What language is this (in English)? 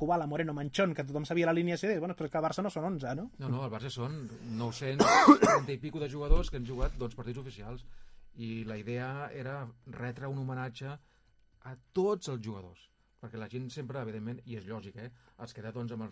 Catalan